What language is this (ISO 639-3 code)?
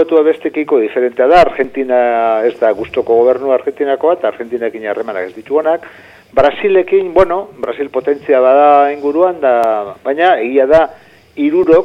eus